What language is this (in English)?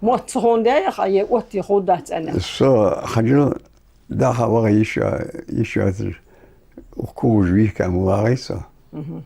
Ingush